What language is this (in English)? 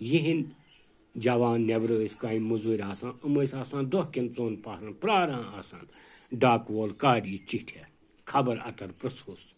Kashmiri